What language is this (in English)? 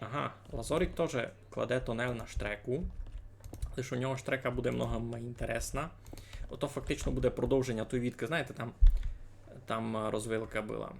Rusyn